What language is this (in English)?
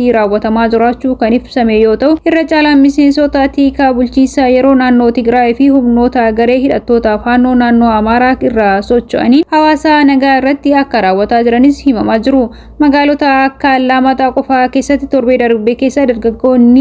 Oromo